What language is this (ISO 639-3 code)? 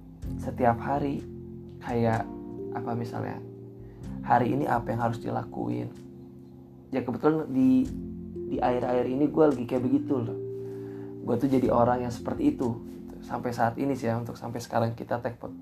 ind